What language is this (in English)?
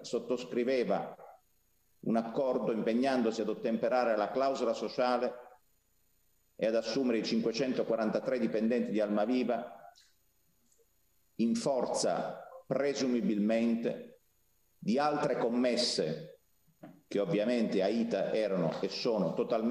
Italian